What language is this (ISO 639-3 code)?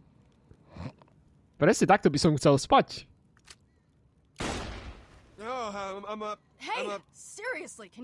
slk